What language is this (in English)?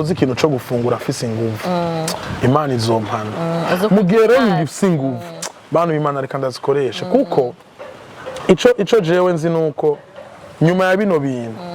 Rundi